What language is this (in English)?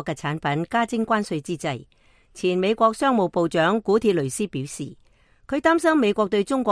Cantonese